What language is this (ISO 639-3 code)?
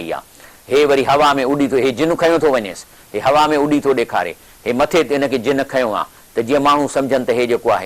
snd